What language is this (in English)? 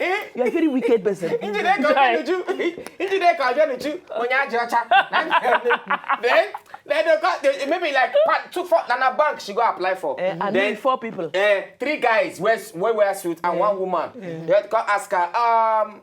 Nigerian Pidgin